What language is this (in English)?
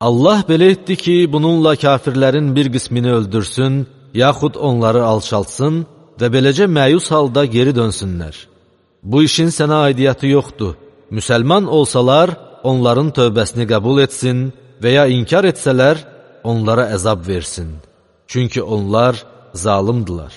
Azerbaijani